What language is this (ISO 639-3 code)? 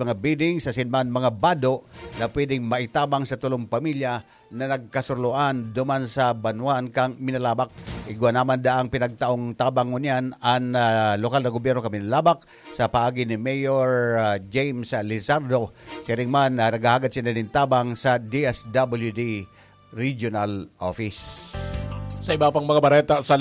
bik